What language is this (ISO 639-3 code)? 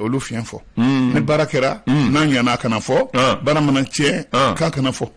bam